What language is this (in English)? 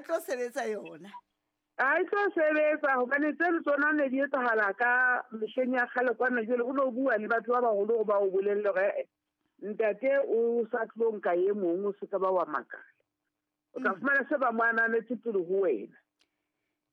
Southern Sotho